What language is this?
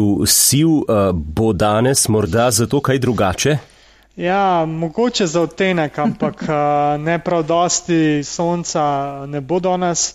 Slovenian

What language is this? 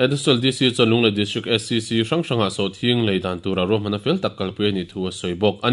Mizo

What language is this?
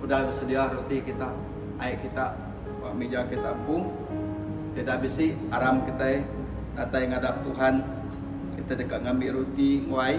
Iban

